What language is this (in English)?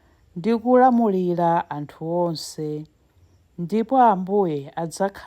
Nyanja